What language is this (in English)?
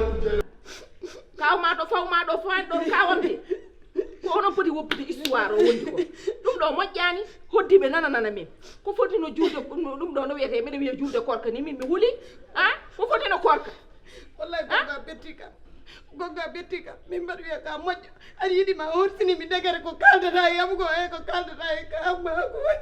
Fula